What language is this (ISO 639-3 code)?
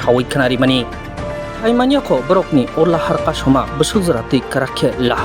trp